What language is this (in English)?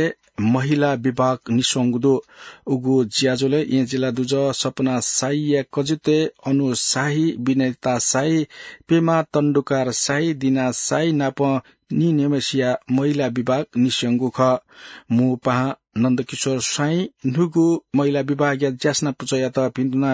Newari